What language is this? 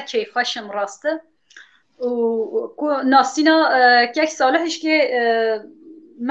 Kurdish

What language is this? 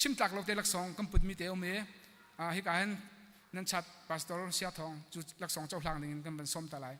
Hakha Chin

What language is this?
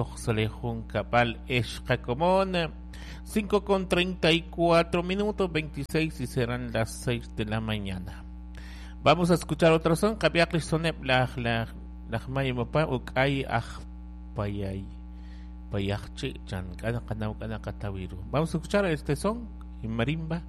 Kekchí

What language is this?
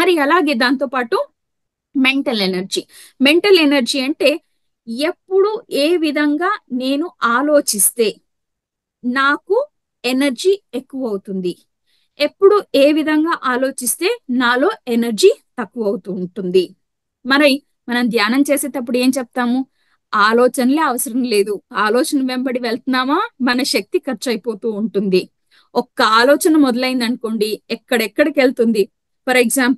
Telugu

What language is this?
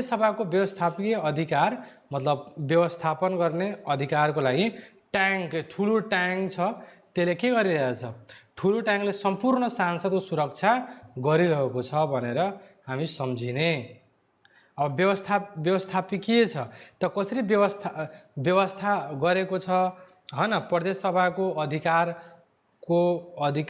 Nepali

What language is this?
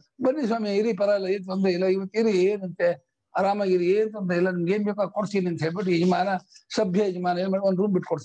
Kannada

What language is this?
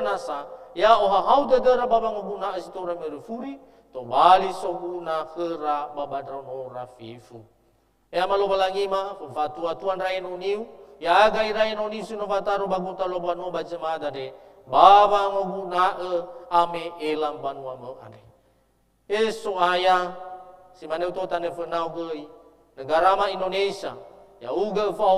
Nias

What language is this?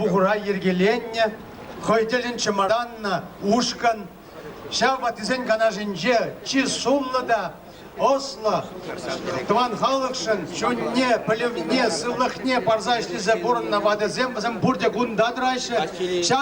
Chuvash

